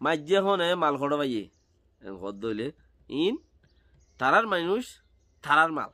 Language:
Rohingya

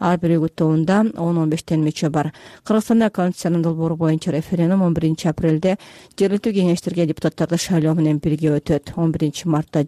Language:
Kyrgyz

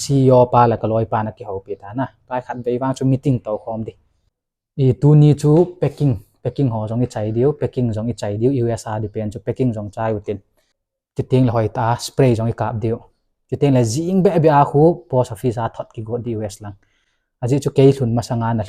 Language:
Thado Chin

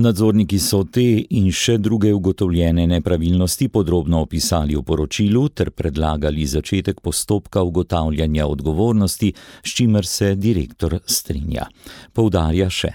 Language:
Slovenian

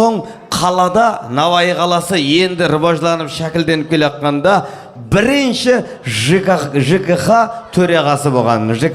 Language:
Kazakh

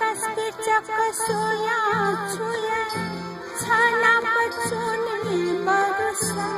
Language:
Newari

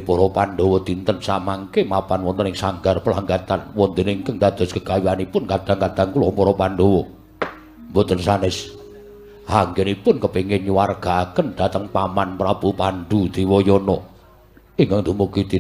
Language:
Javanese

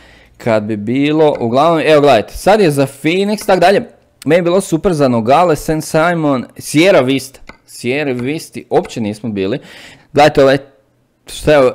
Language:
Croatian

